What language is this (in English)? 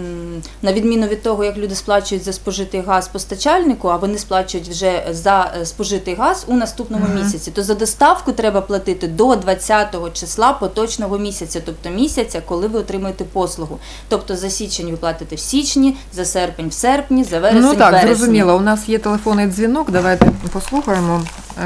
Ukrainian